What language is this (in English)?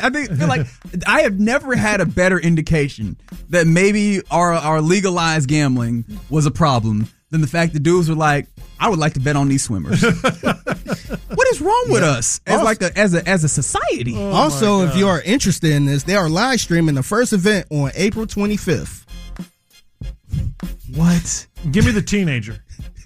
English